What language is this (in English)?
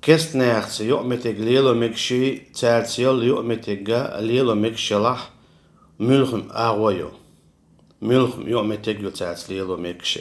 Chechen